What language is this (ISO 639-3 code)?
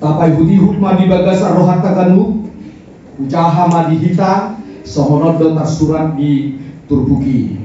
bbc